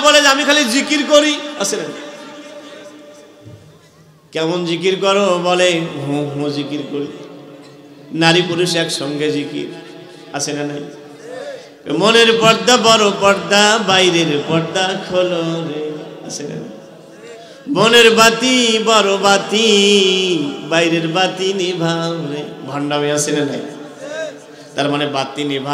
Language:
Bangla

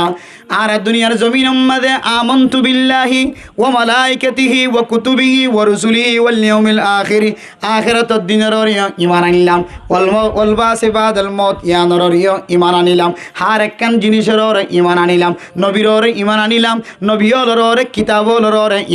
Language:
Rohingya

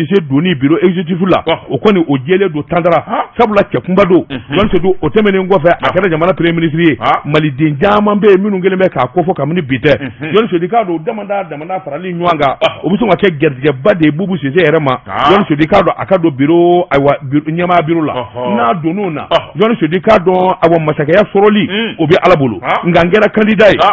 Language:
Bambara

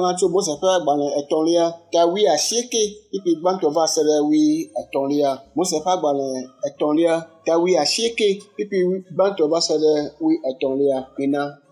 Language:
Ewe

